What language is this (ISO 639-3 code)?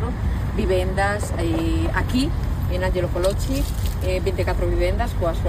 glg